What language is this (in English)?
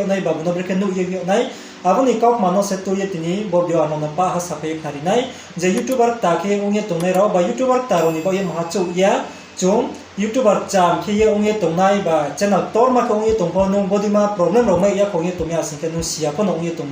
Riang (India)